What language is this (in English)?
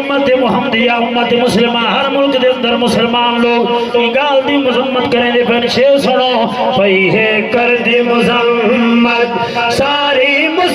Saraiki